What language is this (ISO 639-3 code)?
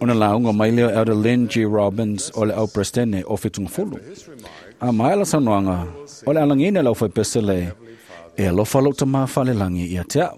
smo